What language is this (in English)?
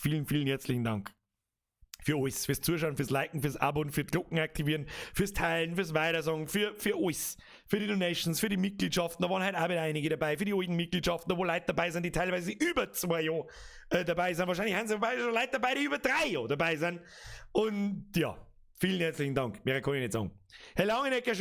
Bavarian